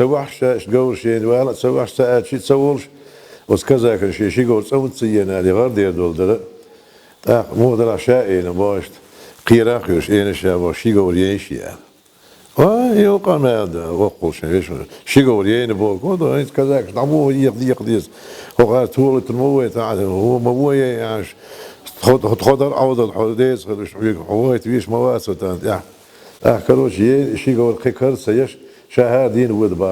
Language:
Chechen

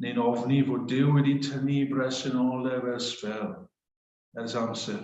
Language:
Welsh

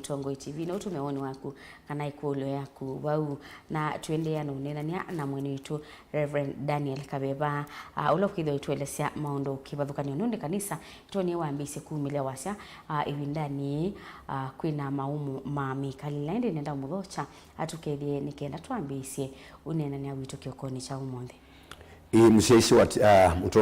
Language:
Kamba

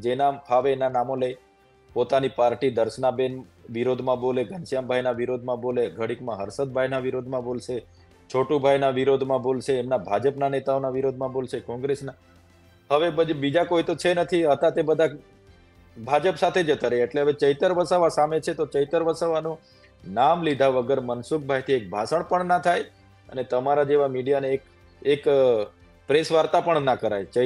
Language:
Gujarati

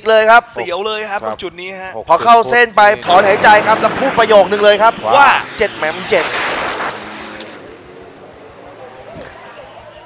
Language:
Thai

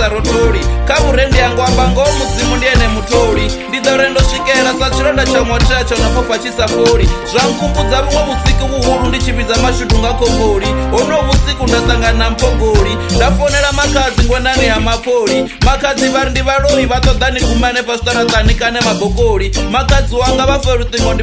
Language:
Venda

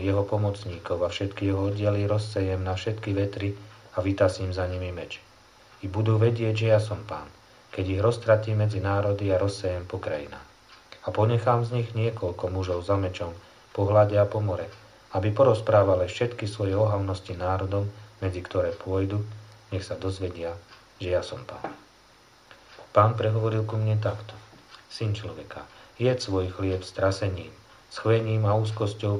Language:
Slovak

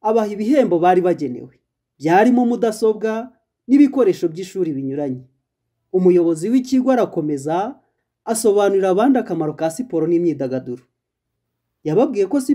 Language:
Kinyarwanda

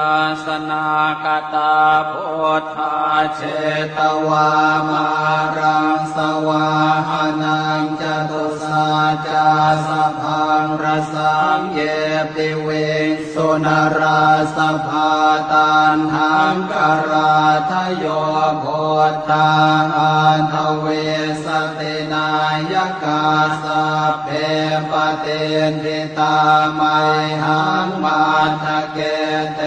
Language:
Pali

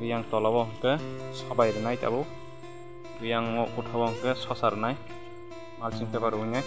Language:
Kok Borok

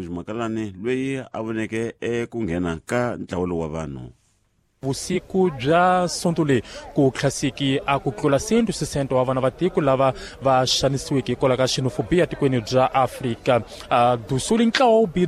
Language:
Tsonga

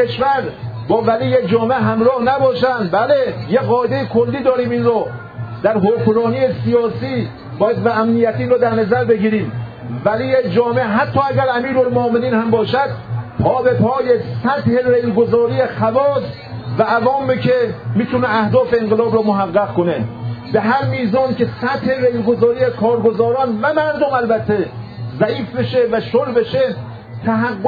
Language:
Persian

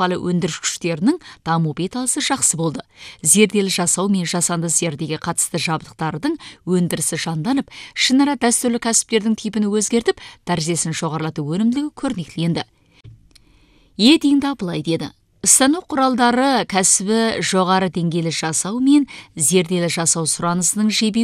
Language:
Kazakh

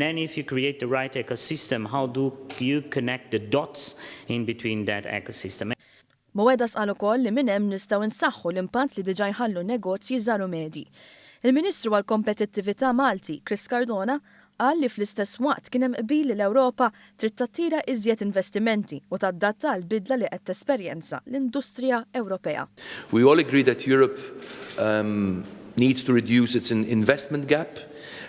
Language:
Maltese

